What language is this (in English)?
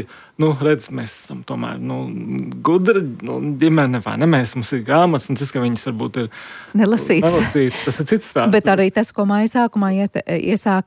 Latvian